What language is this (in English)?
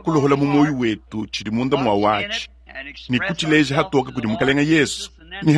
Luba-Lulua